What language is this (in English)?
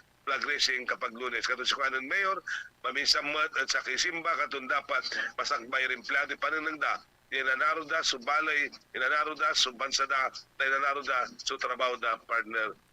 Pangasinan